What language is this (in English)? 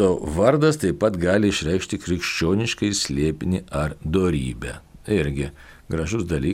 Lithuanian